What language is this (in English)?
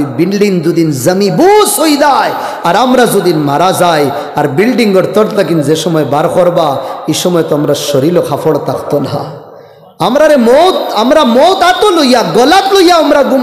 Sylheti